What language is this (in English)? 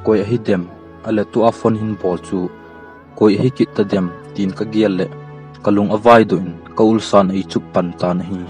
Thado Chin